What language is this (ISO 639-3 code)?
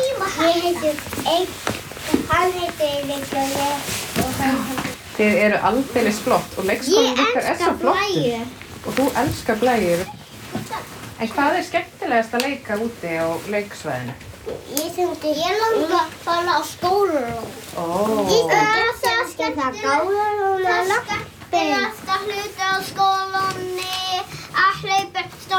isl